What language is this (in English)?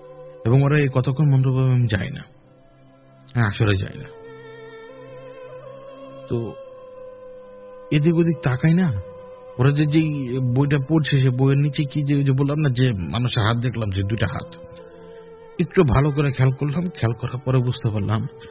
Bangla